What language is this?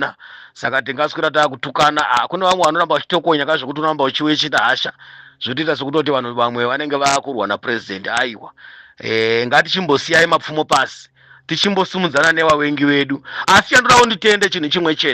Shona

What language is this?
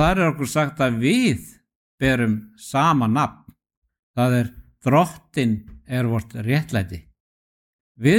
Icelandic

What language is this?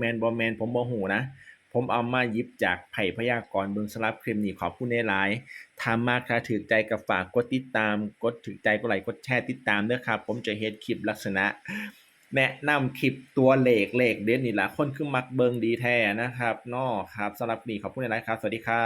Northeastern Thai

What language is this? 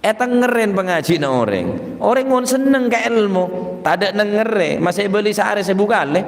Madurese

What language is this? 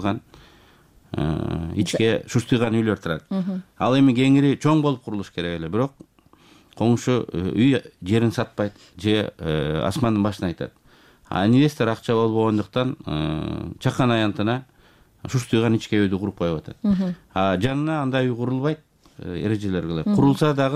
Kyrgyz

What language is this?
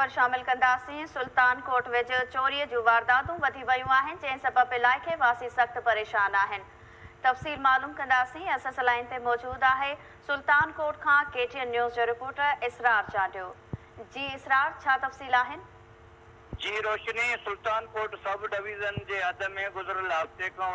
Sindhi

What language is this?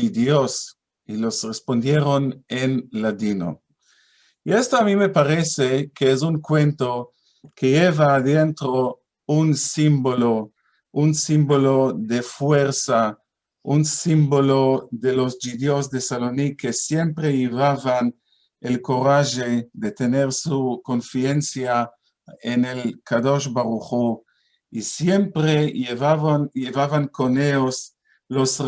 Ladino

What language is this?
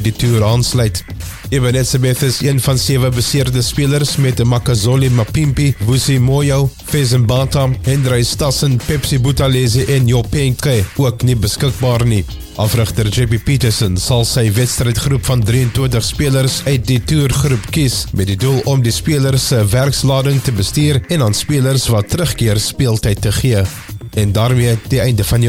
Afrikaans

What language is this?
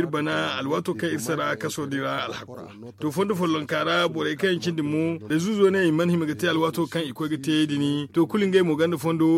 Zarma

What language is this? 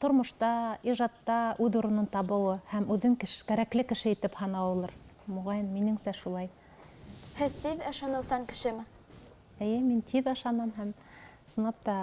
Bashkir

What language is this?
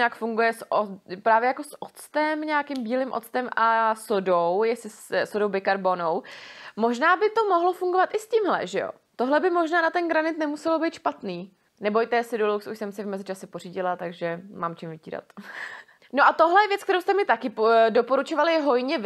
Czech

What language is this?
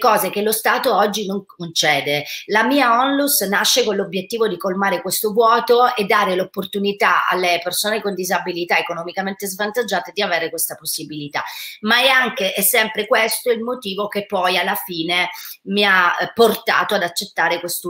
Italian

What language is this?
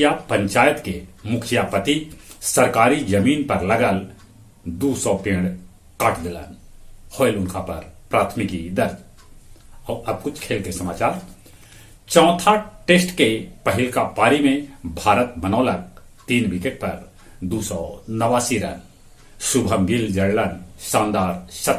Magahi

